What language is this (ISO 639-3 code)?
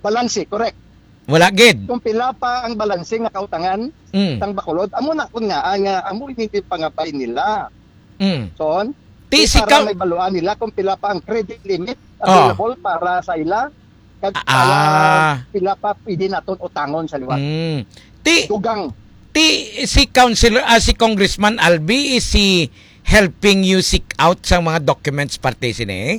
hil